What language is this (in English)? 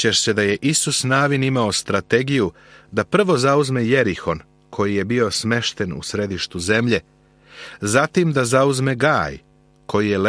Serbian